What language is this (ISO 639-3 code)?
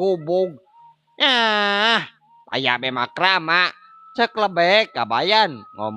sun